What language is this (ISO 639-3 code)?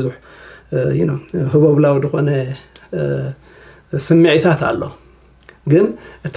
tir